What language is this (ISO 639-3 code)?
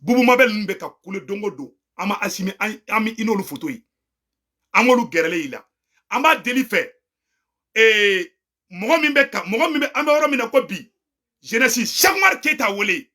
bam